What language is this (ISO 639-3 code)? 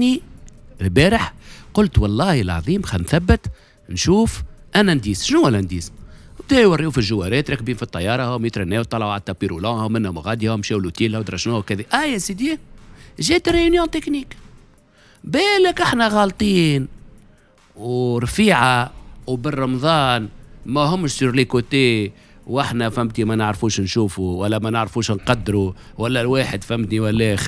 aeb